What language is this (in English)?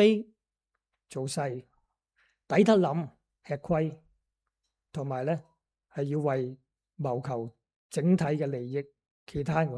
Cantonese